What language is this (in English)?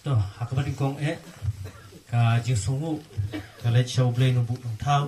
Khasi